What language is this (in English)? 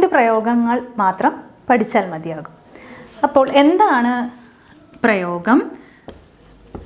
Malayalam